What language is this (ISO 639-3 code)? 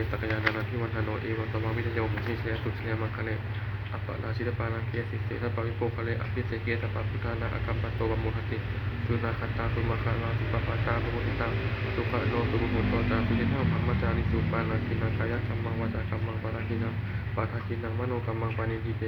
pli